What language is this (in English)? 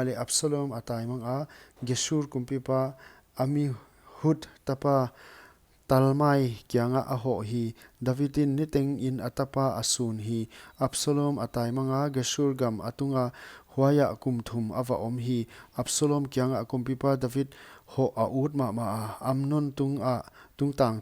Paite Chin